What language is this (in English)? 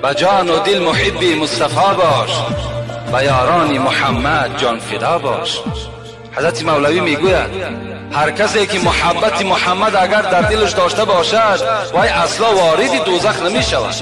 Tajik